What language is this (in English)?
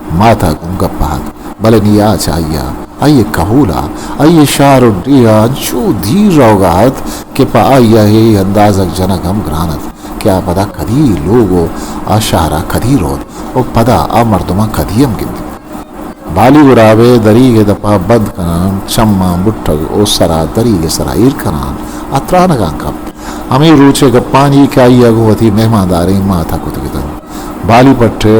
Eastern Balochi